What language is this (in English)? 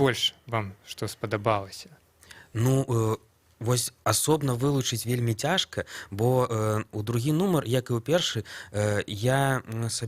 Belarusian